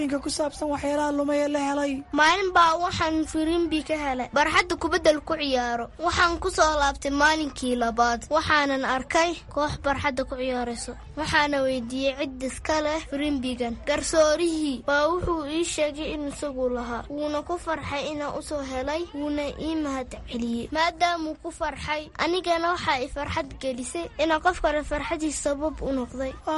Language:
Somali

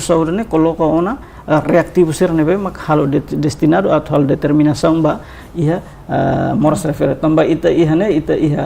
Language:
Tetum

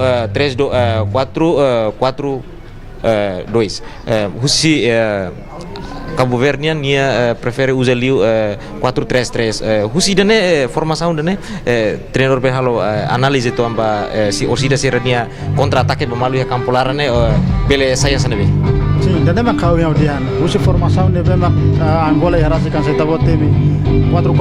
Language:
Tetum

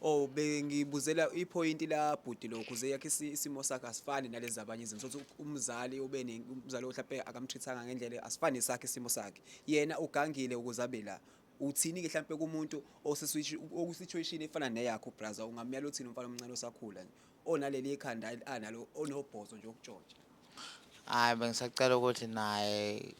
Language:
Zulu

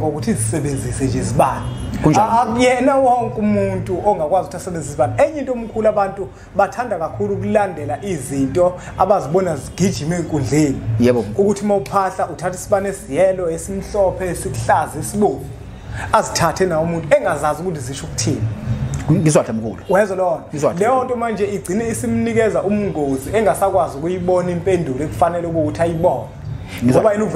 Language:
Zulu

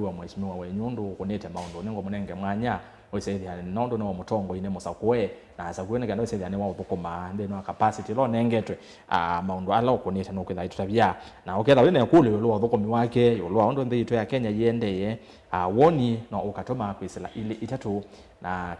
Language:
Kamba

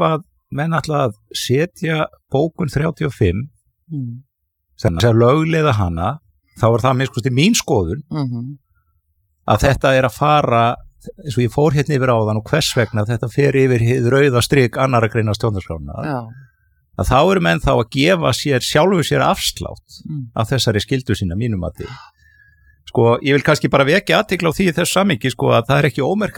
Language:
Icelandic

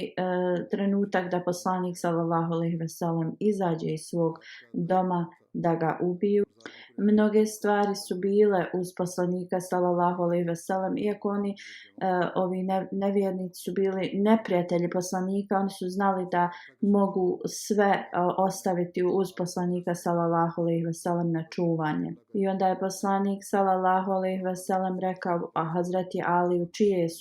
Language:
Bosnian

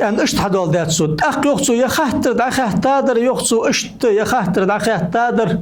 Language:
Ingush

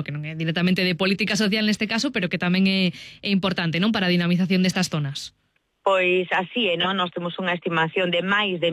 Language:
Galician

